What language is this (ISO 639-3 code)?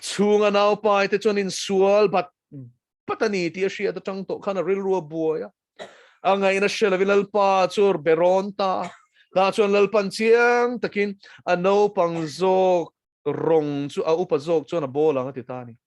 lus